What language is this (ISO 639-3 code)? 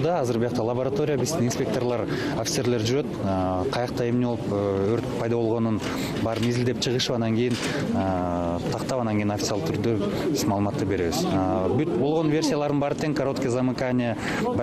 kir